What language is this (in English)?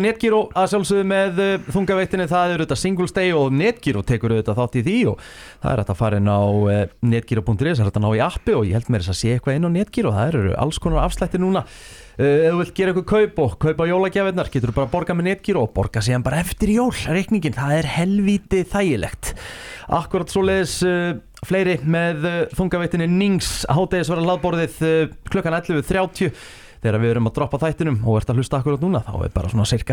Icelandic